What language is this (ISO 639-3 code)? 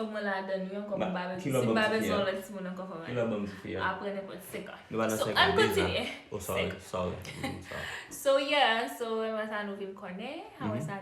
hat